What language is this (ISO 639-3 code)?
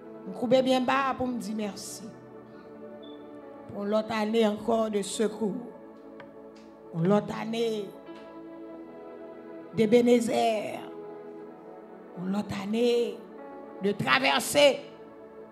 hat